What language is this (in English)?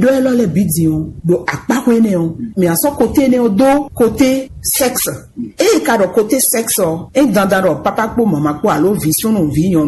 Fon